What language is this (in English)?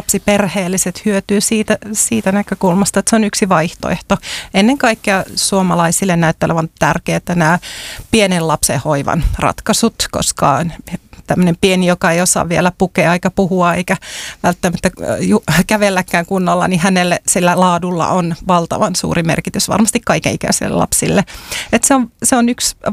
Finnish